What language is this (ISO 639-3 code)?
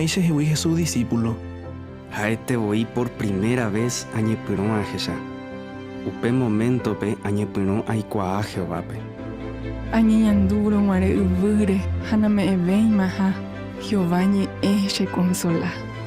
grn